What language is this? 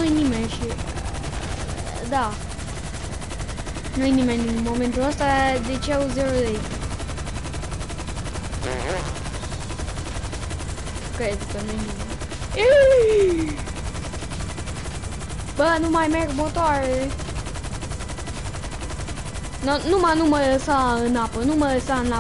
Romanian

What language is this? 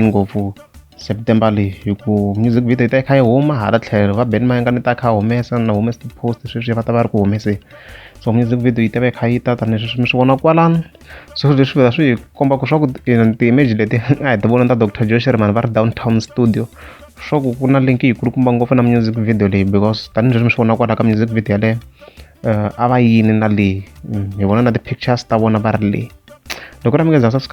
Tsonga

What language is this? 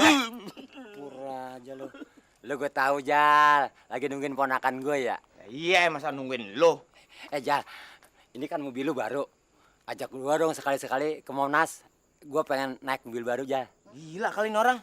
Betawi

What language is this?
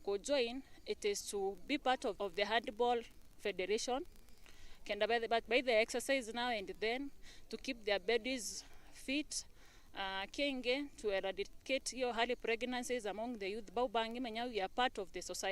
Meru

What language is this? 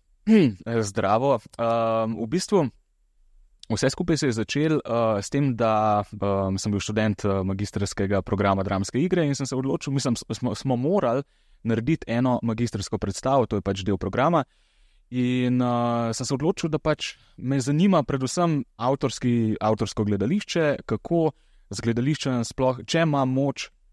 Slovenian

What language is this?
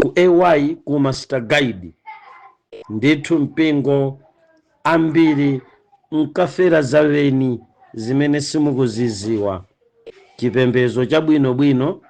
Nyanja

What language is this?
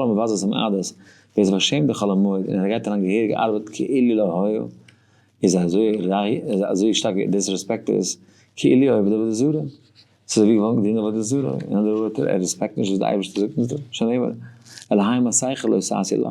Yiddish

